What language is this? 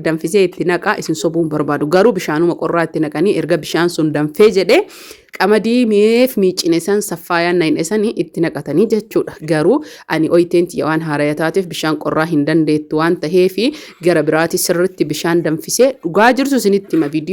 Oromo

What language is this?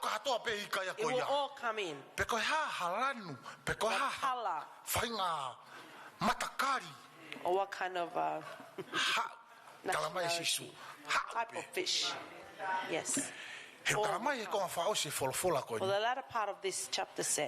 Tongan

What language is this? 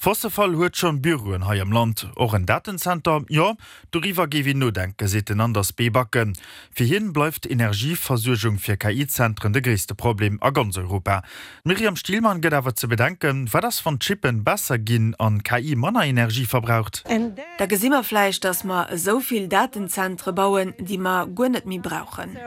Luxembourgish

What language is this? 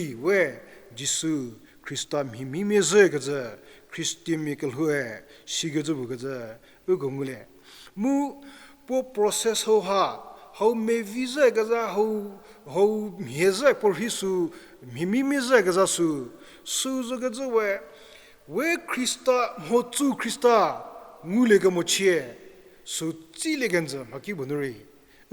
Angami Naga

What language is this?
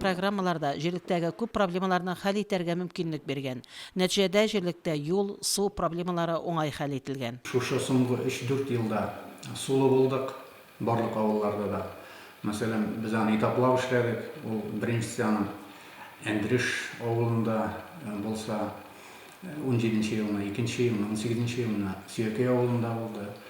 Tatar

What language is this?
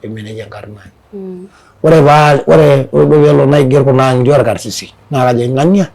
Masai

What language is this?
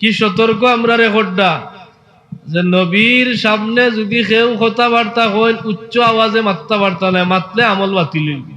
Sylheti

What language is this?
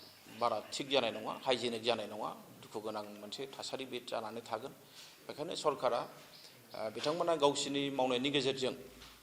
Bodo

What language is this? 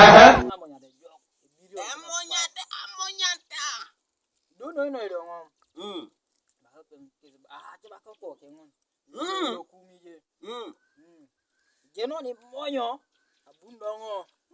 Teso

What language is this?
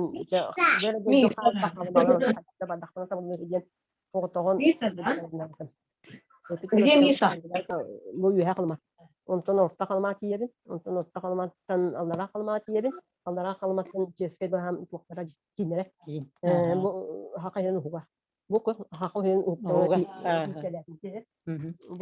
Yakut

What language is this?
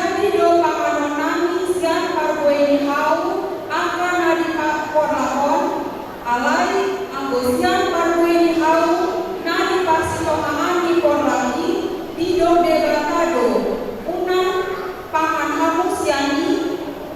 Batak Toba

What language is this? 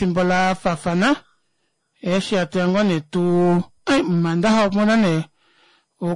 Kuanyama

